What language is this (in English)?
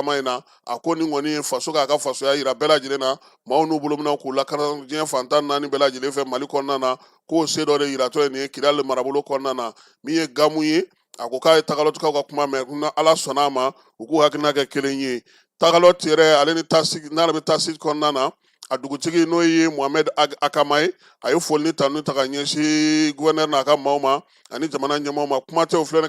Bambara